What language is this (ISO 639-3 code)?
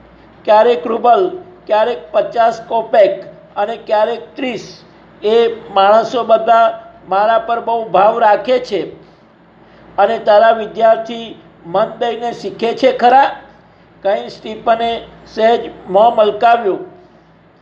guj